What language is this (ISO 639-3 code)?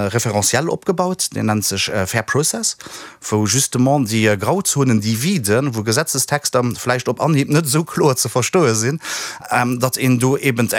ltz